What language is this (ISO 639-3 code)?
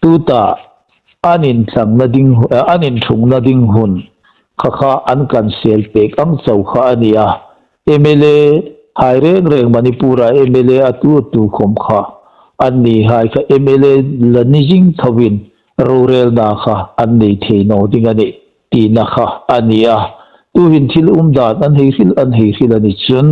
hmr